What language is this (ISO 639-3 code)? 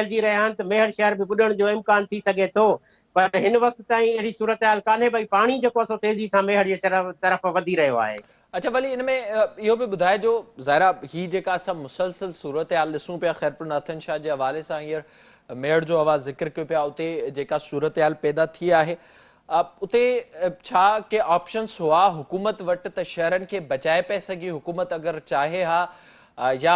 snd